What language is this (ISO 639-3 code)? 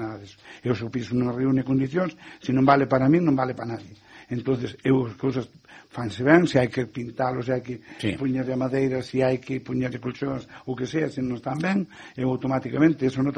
glg